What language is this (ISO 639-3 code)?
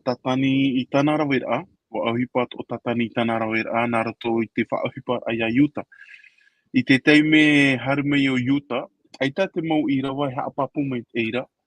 tah